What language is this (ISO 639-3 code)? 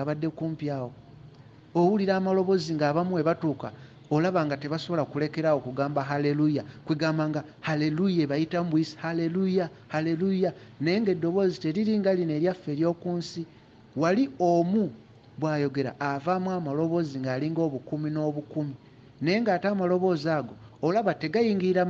lug